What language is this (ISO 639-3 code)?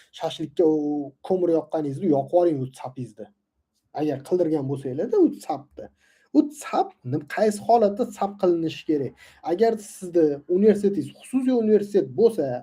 uzb